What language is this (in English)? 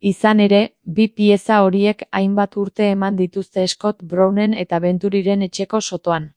Basque